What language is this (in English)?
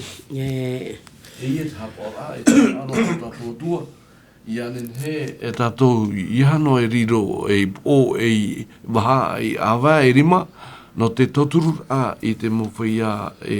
Tahitian